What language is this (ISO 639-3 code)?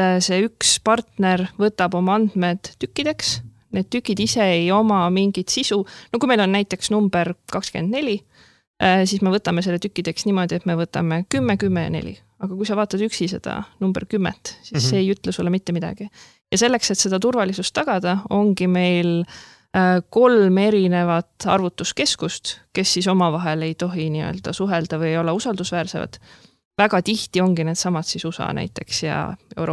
est